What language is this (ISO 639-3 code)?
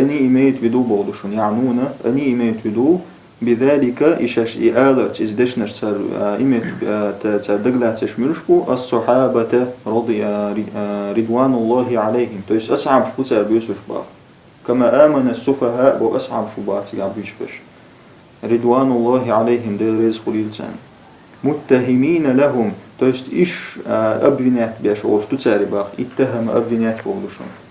che